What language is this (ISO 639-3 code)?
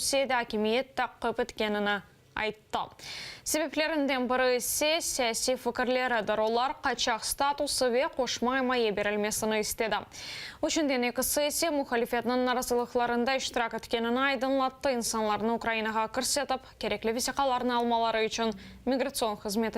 crh